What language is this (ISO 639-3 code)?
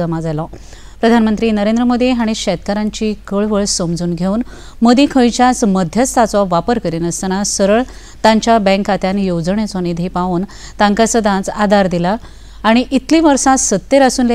kok